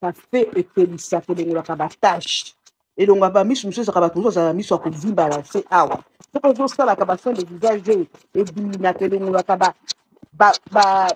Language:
Lingala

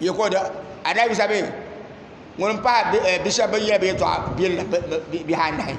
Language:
Dagbani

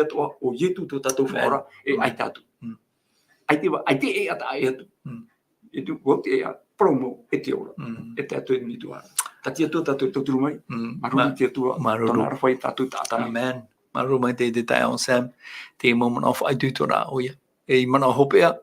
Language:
Tahitian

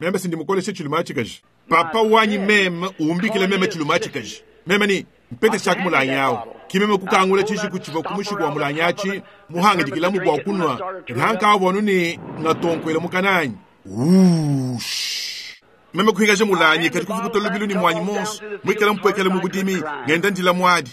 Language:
Luba-Lulua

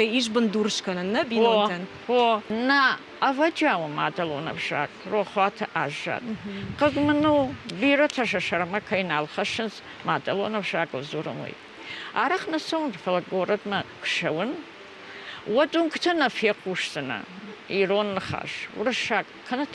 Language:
Ossetic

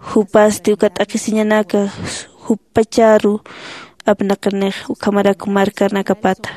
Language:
Aymara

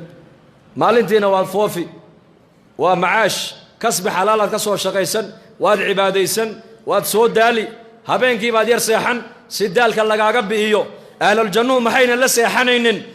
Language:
Somali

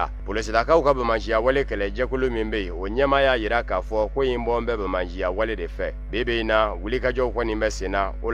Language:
Bambara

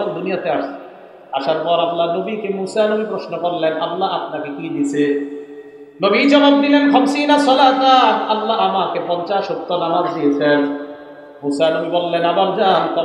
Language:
Bangla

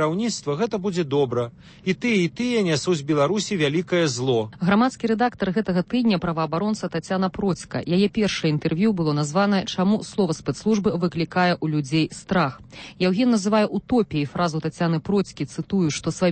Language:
Belarusian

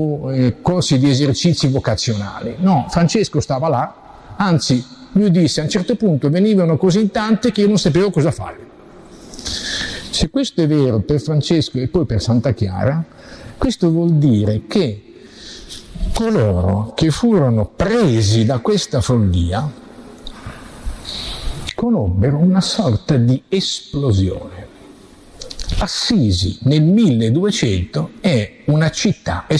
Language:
Italian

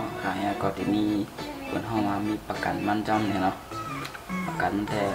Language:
Shan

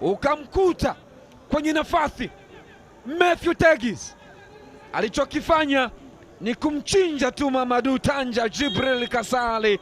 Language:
Swahili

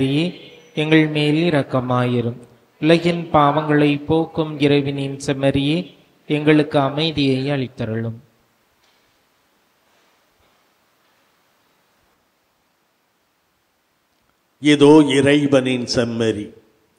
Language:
Tamil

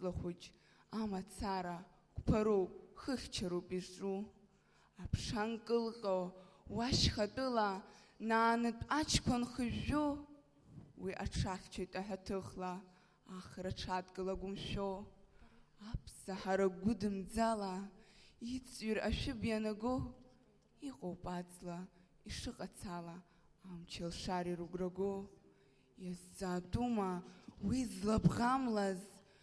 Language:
Abkhazian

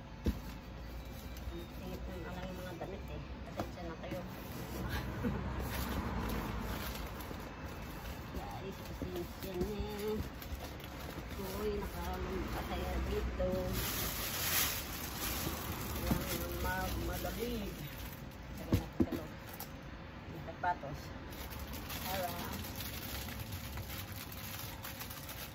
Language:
Filipino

